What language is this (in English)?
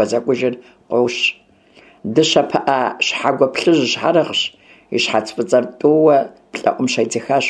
Kabardian